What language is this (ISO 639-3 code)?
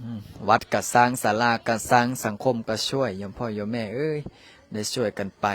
lao